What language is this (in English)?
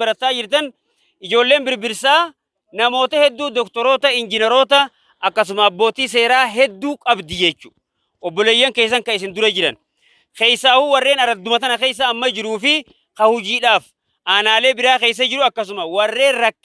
Oromo